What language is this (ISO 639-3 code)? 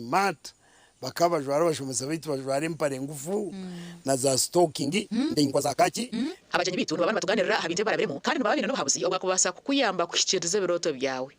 nyn